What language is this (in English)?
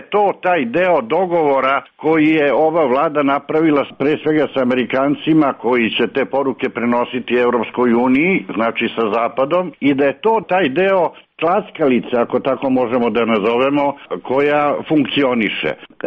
Serbian